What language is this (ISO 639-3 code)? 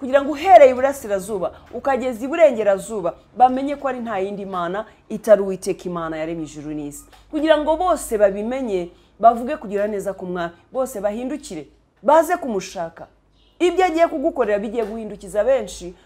kin